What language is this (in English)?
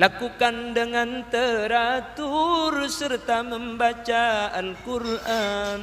Madurese